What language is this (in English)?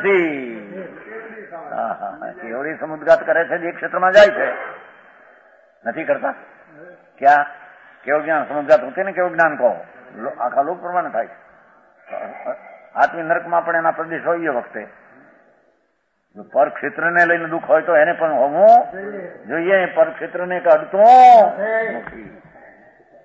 Gujarati